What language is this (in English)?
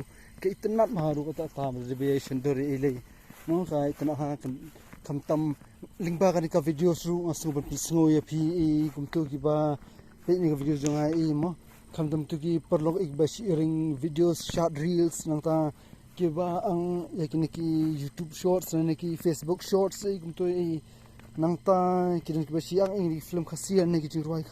Khasi